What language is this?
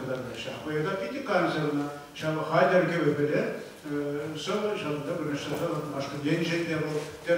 Chuvash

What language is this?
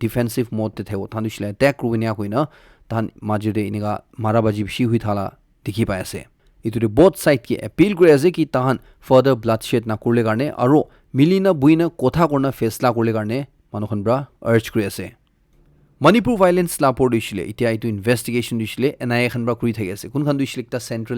Naga Pidgin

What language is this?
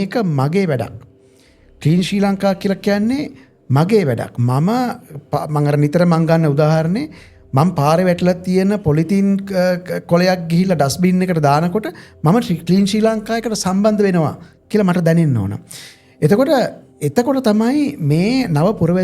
Sinhala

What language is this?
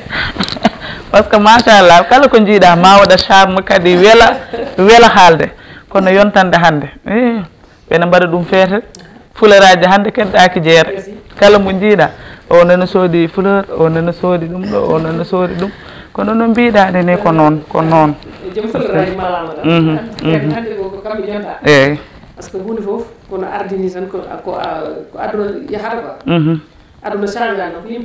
Fula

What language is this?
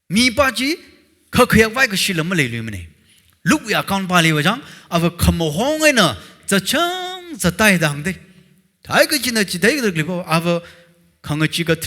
Tangkhul Naga (India)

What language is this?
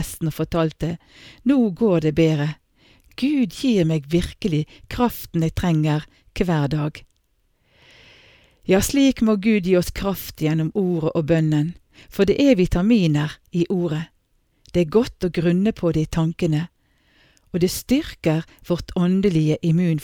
Norwegian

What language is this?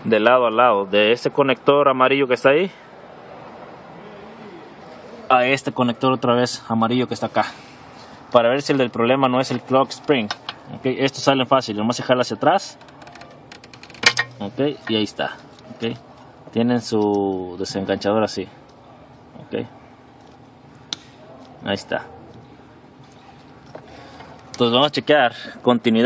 Spanish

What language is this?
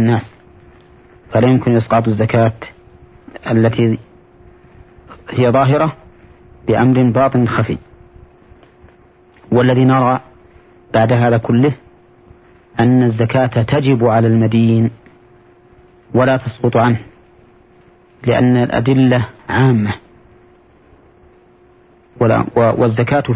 Arabic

